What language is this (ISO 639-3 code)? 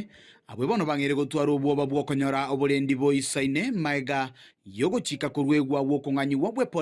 guz